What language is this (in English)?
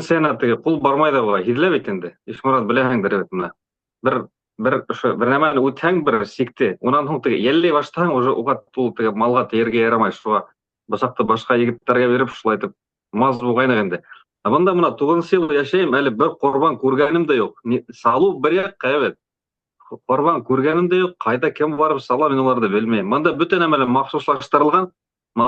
Bashkir